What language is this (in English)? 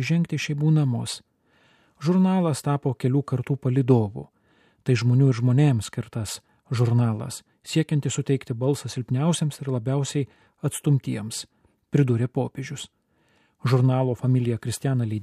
Lithuanian